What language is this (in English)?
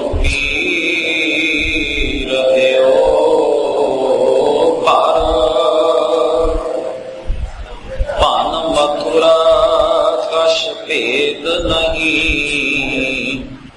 Punjabi